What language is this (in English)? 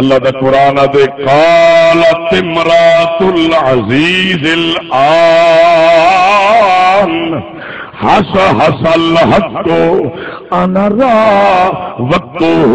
Saraiki